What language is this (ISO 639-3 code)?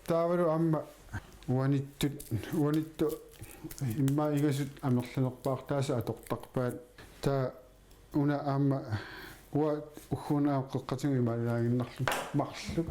kal